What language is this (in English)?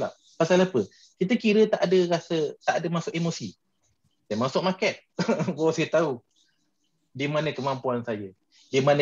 Malay